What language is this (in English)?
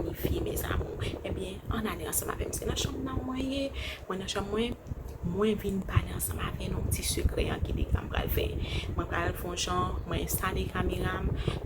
Haitian Creole